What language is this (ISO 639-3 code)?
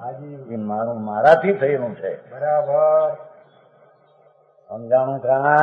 guj